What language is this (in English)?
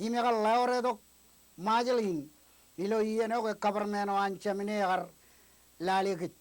Marshallese